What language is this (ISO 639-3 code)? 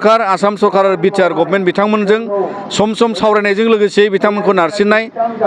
brx